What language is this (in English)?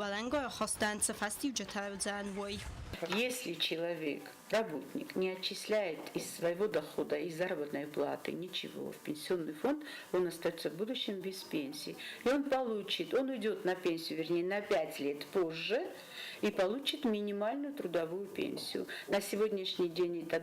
Ossetic